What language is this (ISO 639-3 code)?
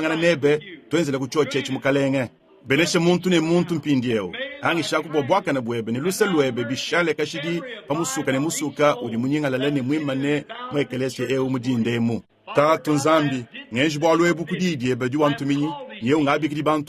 lua